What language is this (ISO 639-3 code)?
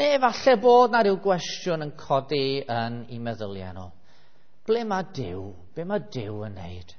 cym